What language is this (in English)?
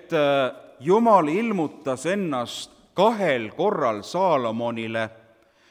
Estonian